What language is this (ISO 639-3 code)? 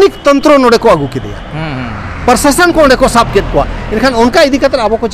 sat